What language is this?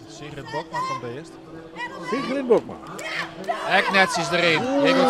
Western Frisian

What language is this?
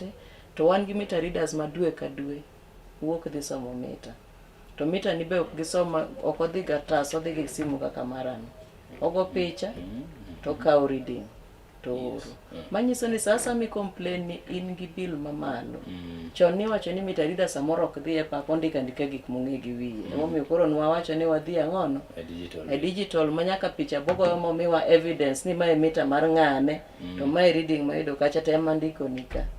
Luo (Kenya and Tanzania)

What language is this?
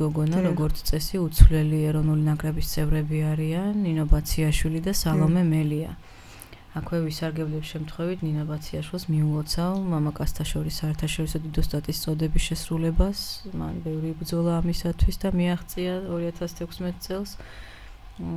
Georgian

